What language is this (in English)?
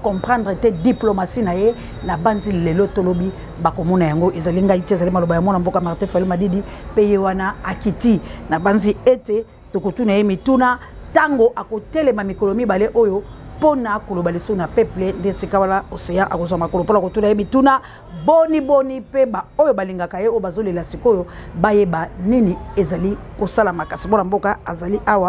Lingala